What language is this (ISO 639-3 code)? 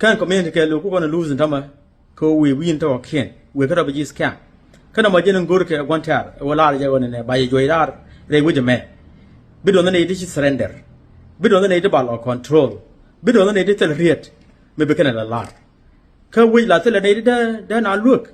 nus